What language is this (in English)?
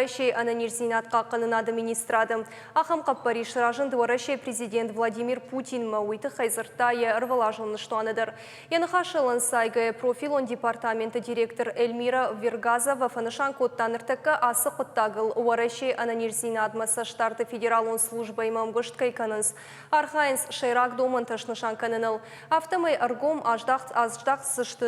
Ossetic